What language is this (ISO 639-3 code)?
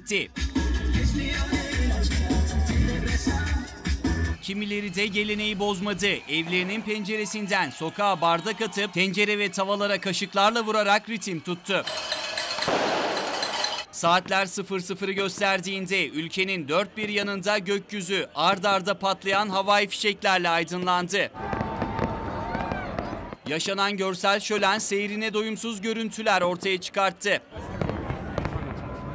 tur